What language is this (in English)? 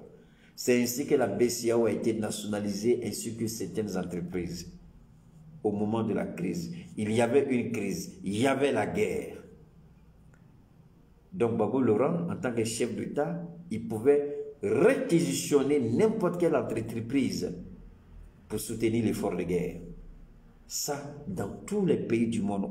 French